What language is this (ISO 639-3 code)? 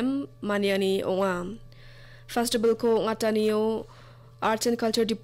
grt